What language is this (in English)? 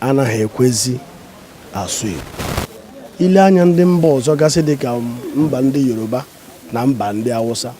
Igbo